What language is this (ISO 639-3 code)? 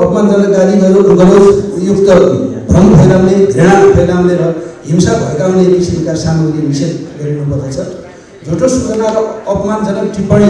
nep